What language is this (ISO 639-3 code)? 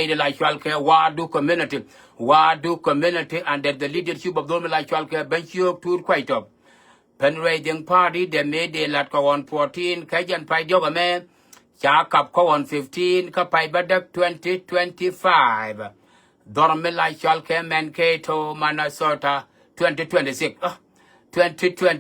nus